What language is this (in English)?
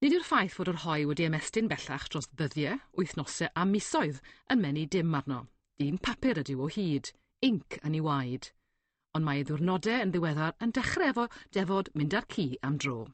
Welsh